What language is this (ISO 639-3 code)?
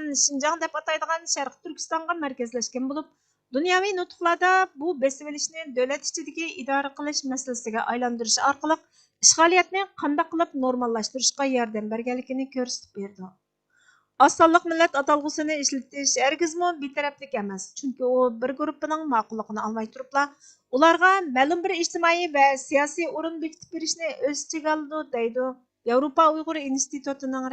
uig